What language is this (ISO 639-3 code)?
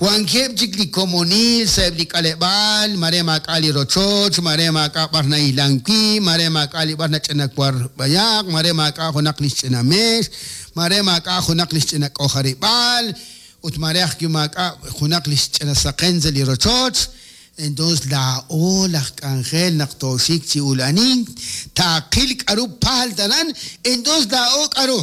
kek